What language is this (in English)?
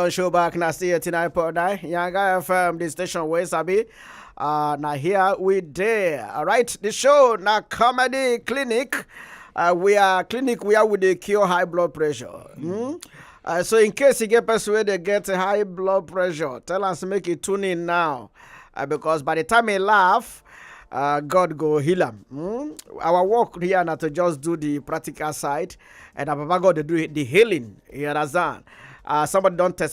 Nigerian Pidgin